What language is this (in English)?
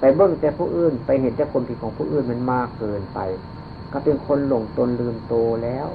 Northeastern Thai